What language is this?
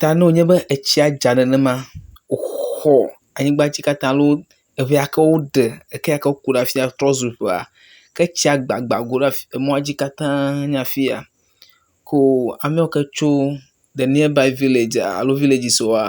Ewe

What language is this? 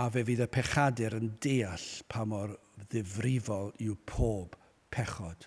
Welsh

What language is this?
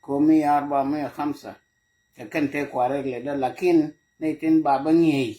Nuer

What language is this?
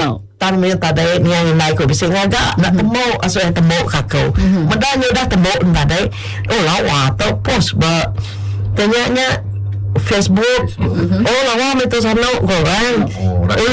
Malay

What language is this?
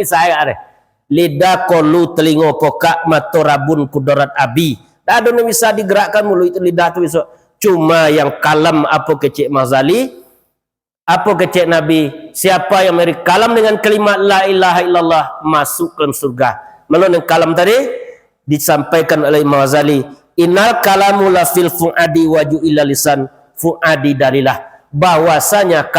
Minangkabau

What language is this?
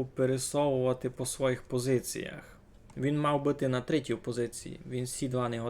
Rusyn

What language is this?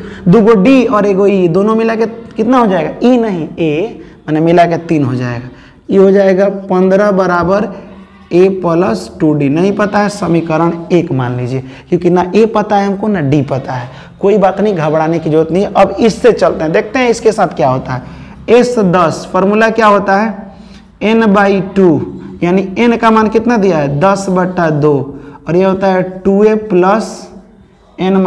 Hindi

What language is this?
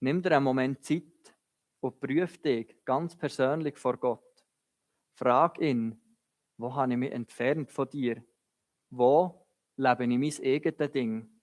Swiss German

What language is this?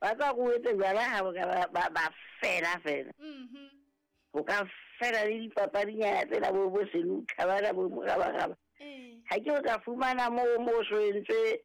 Southern Sotho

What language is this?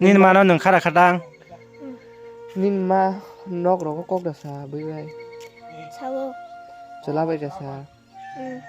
Kok Borok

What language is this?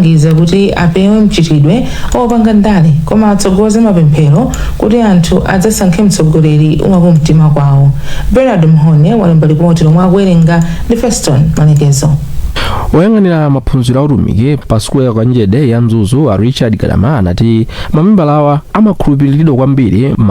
Nyanja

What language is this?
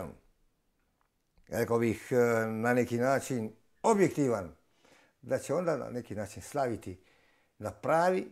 Croatian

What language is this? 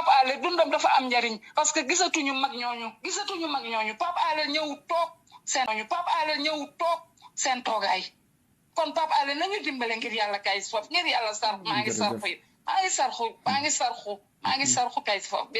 Wolof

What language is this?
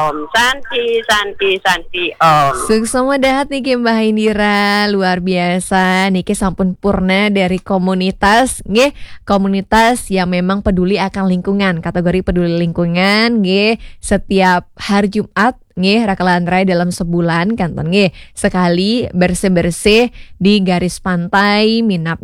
Balinese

